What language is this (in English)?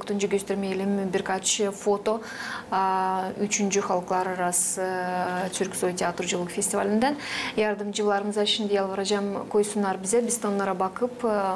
Gagauz